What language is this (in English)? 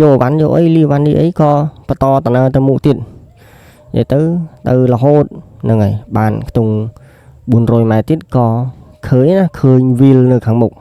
Khmer